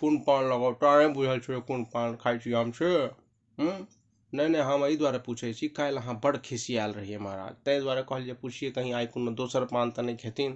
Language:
Maithili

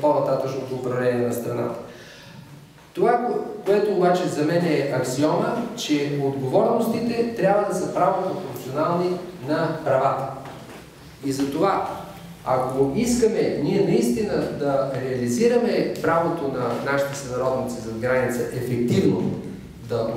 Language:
Bulgarian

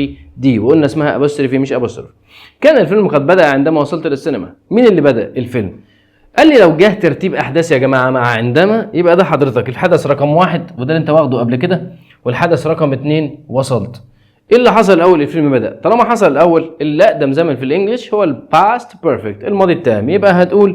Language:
Egyptian Arabic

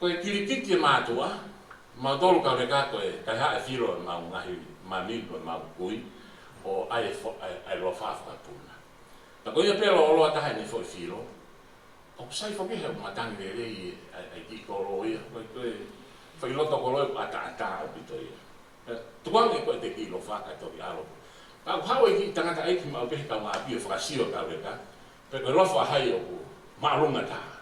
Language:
Tongan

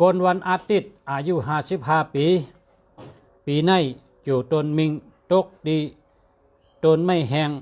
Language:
Shan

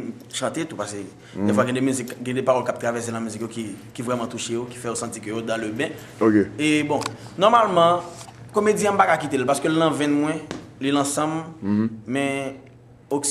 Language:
Haitian Creole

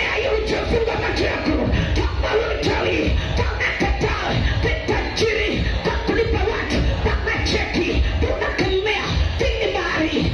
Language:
Swahili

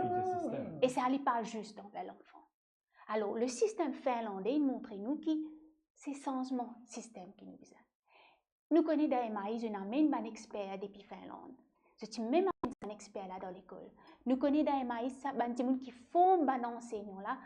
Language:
Morisyen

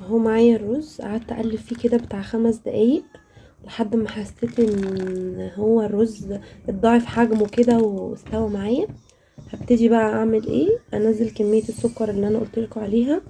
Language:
Egyptian Arabic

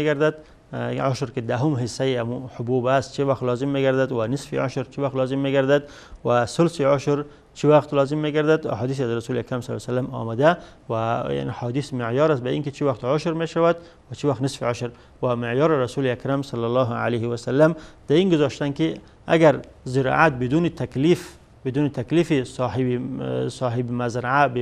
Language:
Persian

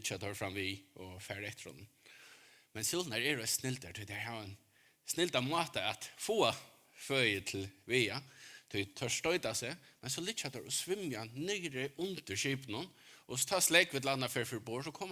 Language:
Faroese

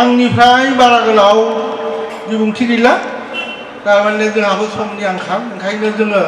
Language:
Bodo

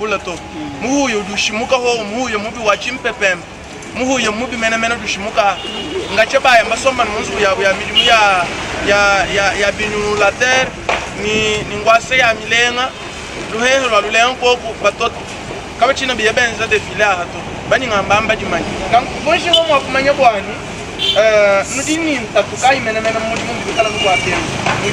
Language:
Luba-Lulua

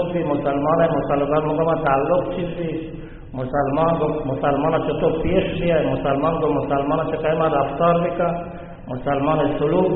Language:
Baluchi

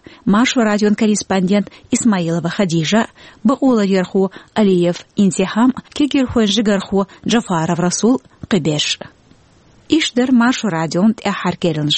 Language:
Chechen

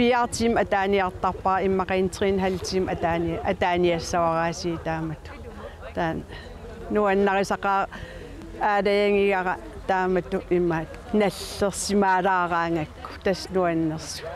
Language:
Kalaallisut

